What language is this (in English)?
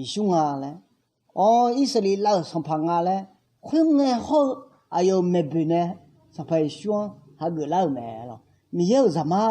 Akha